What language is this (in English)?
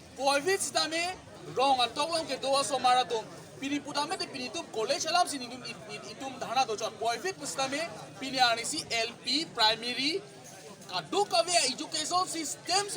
Karbi